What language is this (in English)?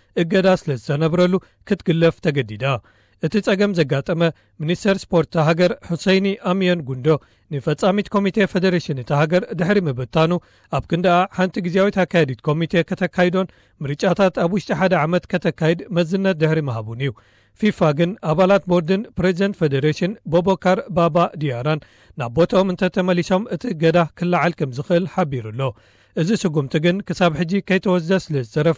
Tigrinya